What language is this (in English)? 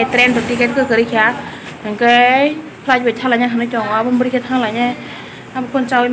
Kok Borok